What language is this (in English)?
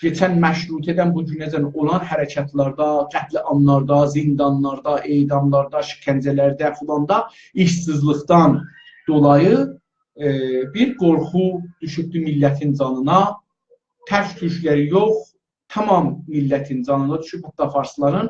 South Azerbaijani